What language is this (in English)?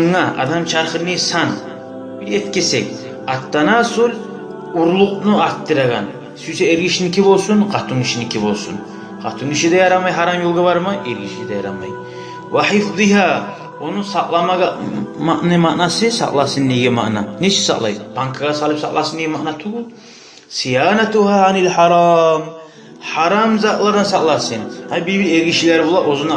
Kumyk